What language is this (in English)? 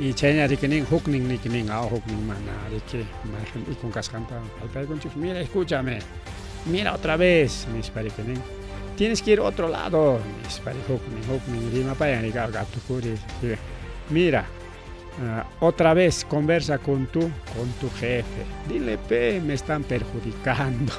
Ayacucho Quechua